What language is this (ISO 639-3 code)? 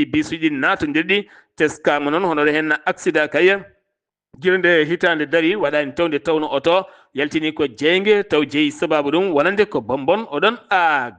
ful